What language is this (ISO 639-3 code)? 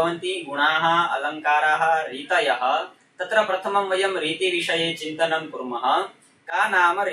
san